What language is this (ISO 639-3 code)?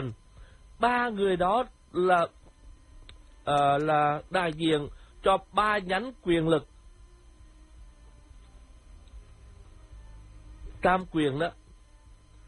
vie